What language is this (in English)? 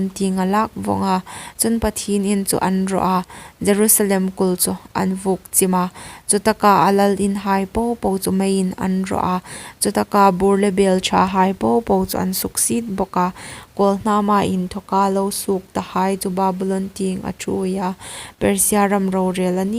Hmar